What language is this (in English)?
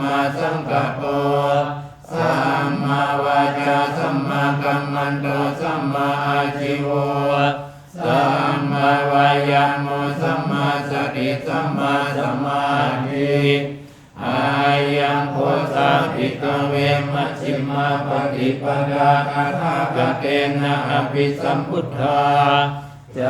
Pali